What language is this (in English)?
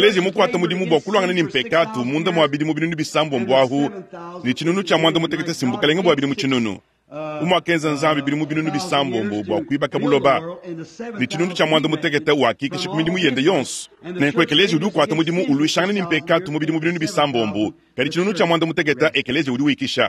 Luba-Lulua